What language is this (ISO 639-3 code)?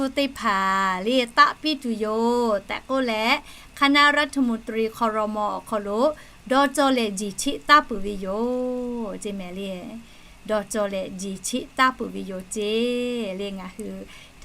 lhu